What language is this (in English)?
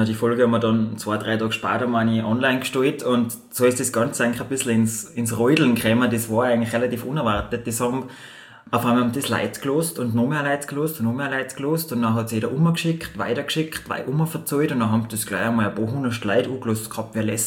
German